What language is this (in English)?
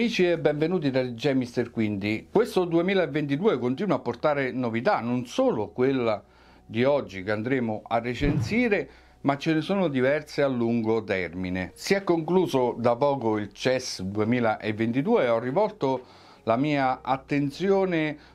Italian